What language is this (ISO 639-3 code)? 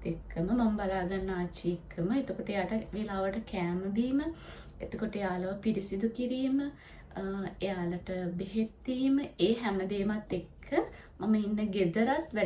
sin